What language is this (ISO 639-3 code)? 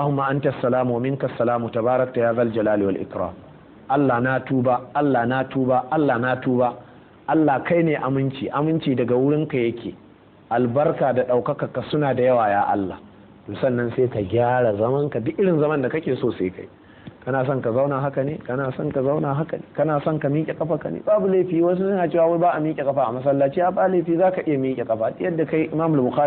hau